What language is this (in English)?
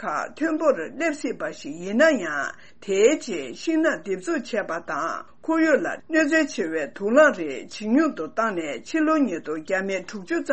Tibetan